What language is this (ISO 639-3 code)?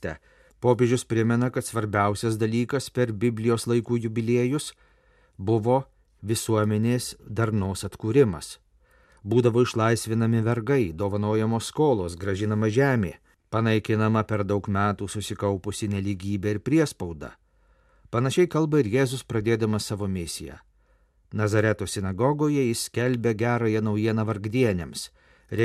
lit